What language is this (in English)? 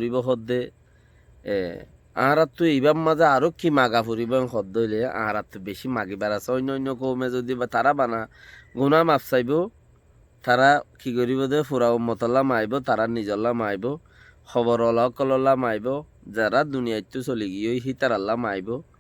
Rohingya